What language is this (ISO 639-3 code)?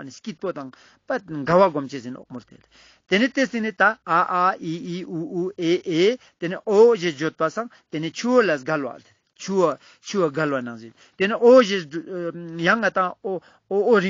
lbj